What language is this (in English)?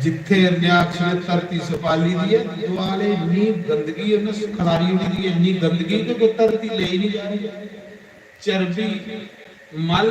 Dogri